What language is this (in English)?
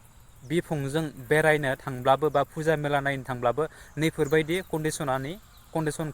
Bodo